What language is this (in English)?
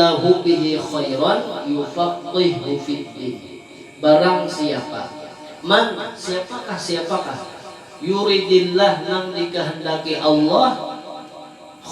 Banjar